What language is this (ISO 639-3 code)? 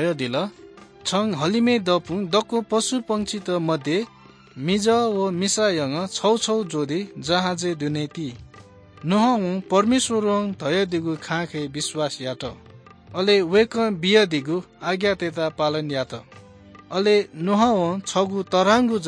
new